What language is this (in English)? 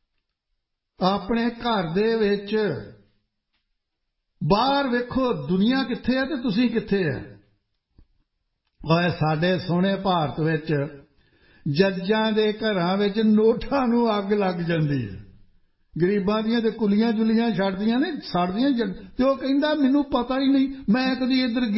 Punjabi